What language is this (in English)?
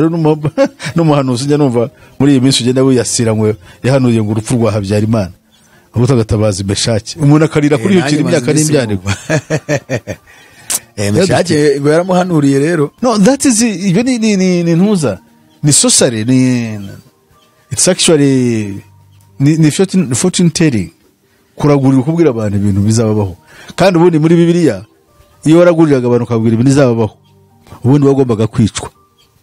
Kinyarwanda